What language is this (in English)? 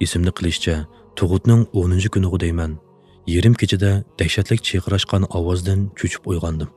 Uyghur